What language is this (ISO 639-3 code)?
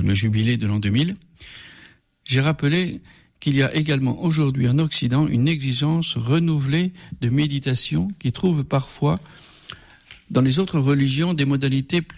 fra